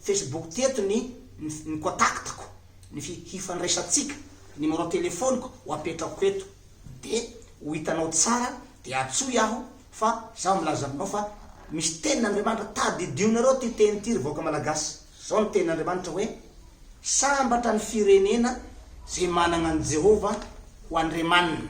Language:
Malagasy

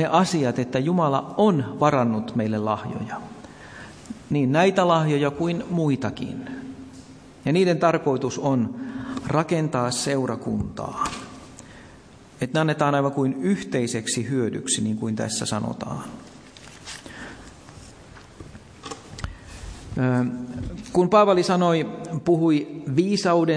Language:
Finnish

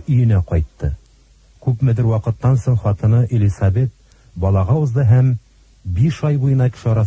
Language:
Tatar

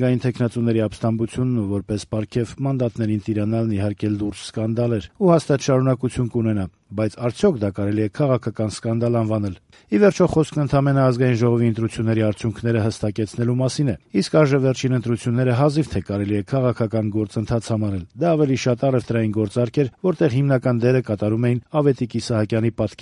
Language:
Armenian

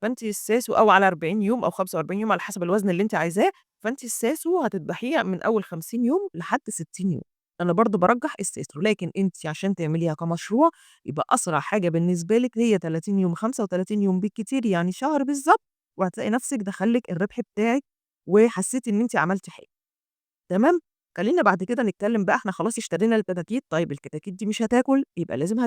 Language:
Egyptian Arabic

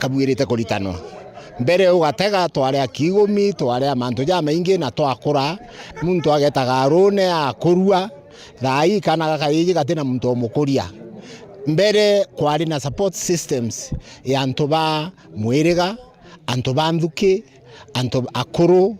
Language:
Meru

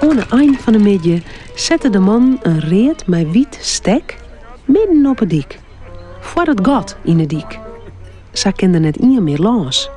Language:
Western Frisian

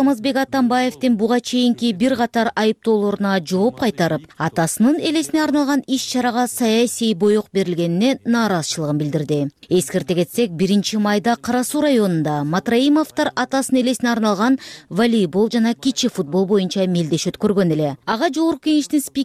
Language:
Kyrgyz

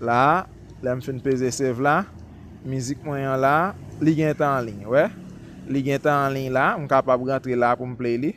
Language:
Haitian Creole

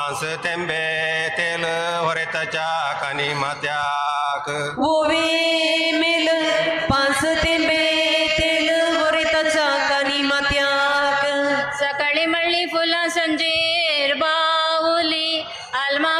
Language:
Konkani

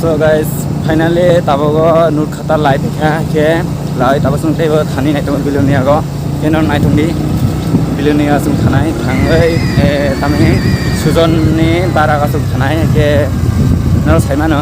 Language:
Kok Borok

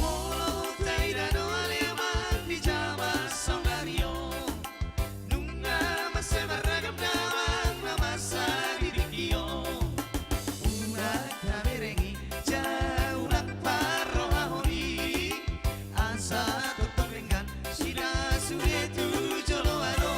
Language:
Batak Toba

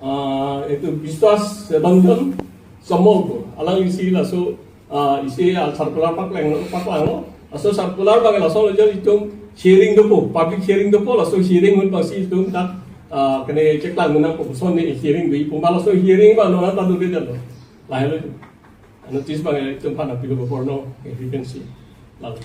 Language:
Karbi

